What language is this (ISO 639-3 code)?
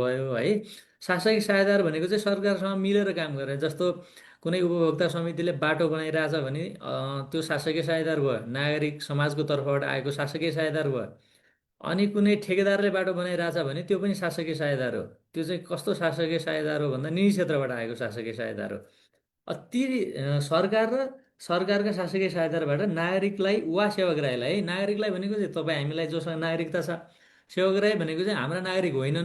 nep